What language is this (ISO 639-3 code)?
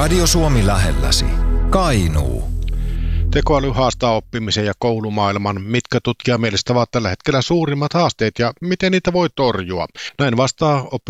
fin